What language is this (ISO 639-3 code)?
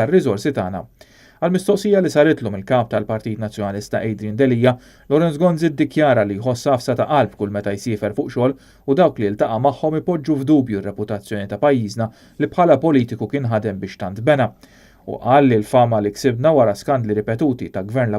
mlt